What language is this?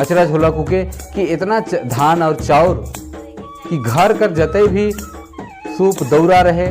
Sadri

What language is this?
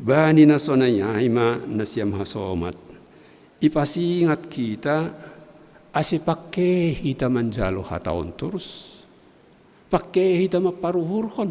Batak Simalungun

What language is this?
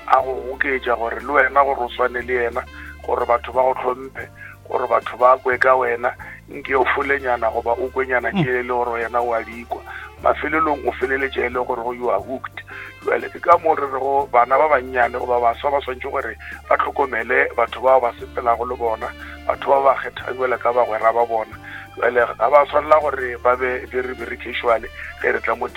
Northern Sotho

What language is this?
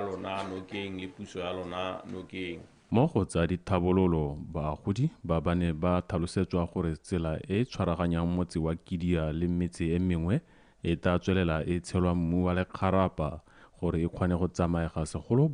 Tswana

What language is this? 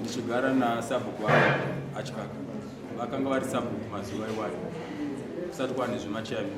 Shona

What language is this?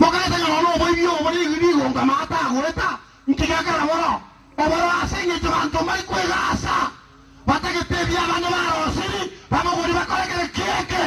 Gusii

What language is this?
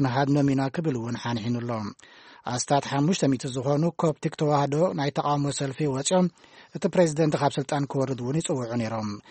Tigrinya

